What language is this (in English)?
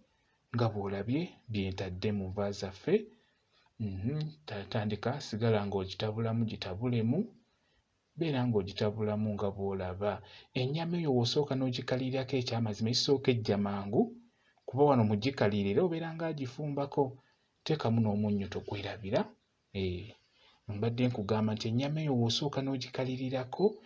Ganda